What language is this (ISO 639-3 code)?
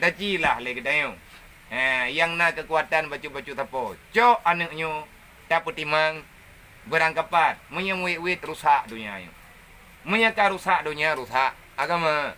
ace